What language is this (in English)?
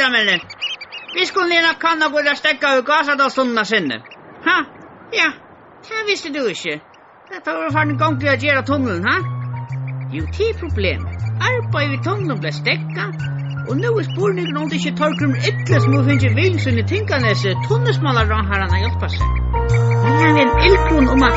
Faroese